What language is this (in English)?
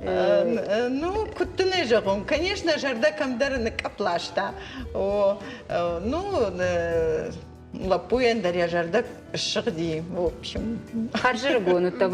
Ossetic